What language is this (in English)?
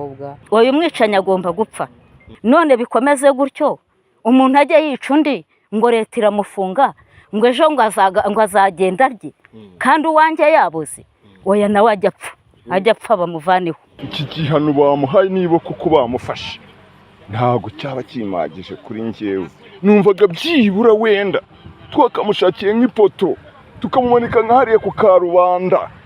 Kinyarwanda